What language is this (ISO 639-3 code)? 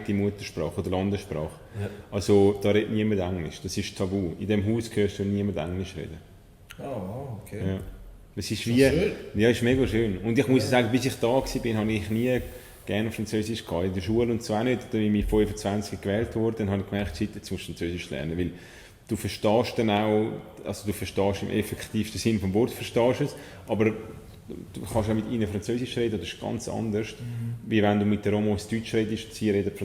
gsw